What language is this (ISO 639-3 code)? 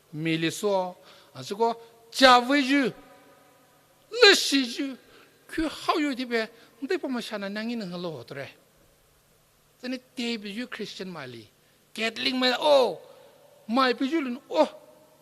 pmx